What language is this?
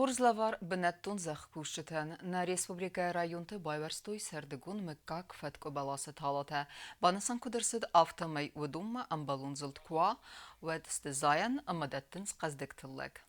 Ossetic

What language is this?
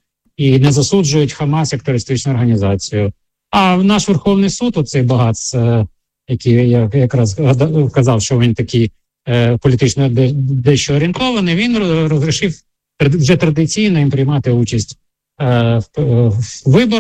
Ukrainian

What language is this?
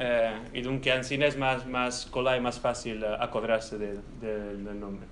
Ladino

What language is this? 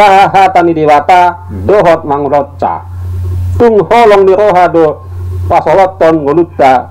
Batak Toba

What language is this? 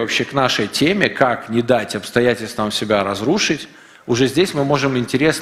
Russian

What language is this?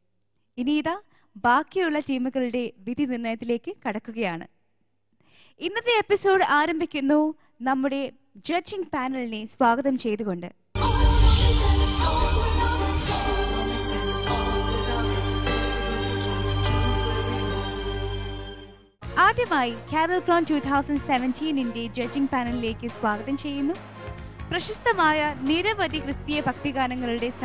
Malayalam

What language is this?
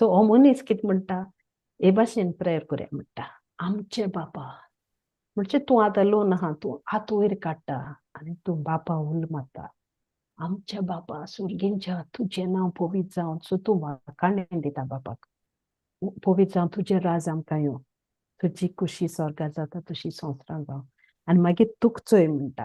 Konkani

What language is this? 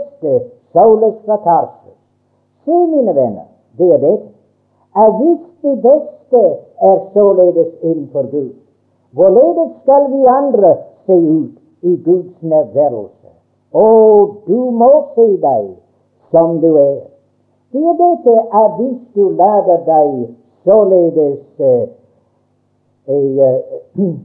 Norwegian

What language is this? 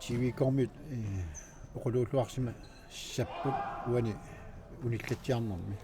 Kalaallisut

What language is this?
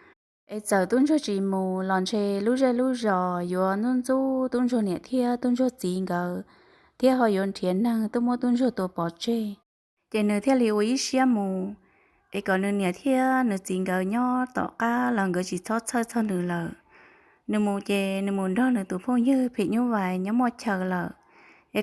Hmong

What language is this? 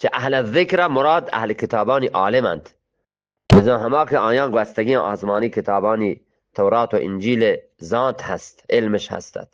Eastern Balochi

